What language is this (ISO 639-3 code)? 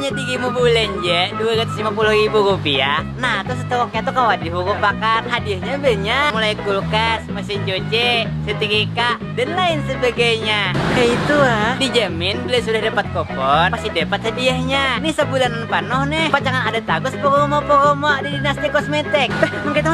bjn